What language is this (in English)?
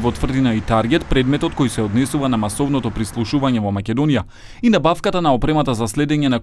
Macedonian